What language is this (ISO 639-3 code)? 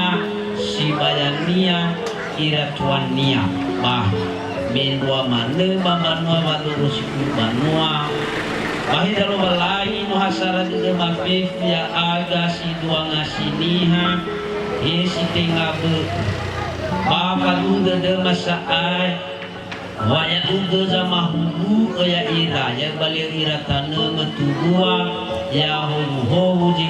nia